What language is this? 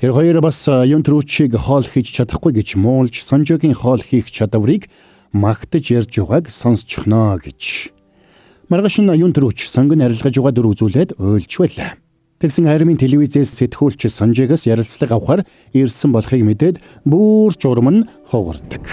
Mongolian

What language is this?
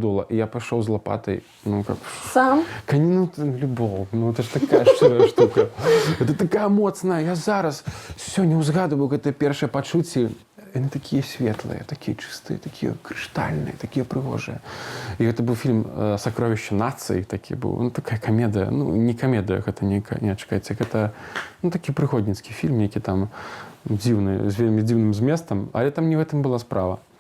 Belarusian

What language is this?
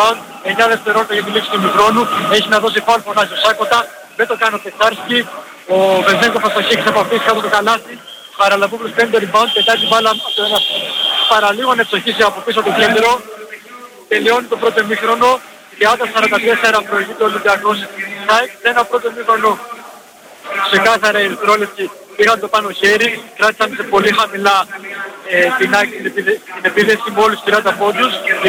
Greek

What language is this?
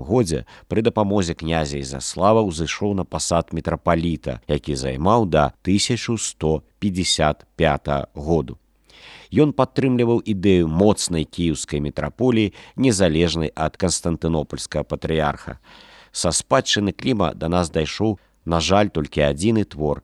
Belarusian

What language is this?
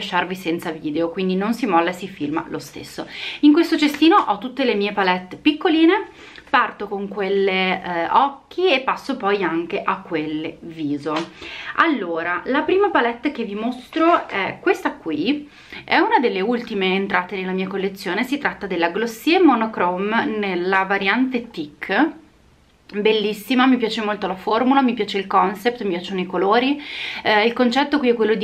Italian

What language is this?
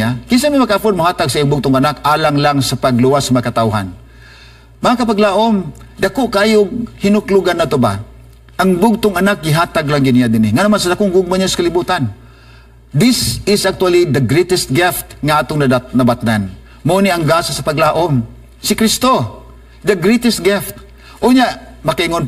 Cebuano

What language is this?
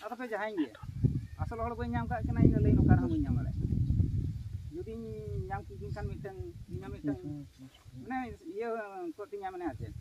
Santali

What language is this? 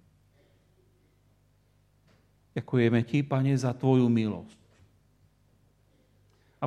Slovak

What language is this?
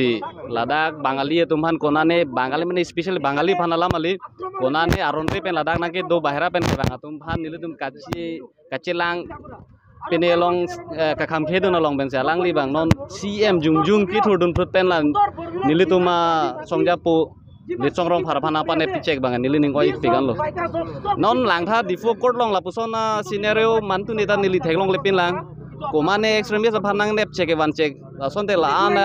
Karbi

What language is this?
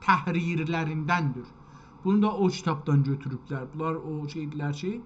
South Azerbaijani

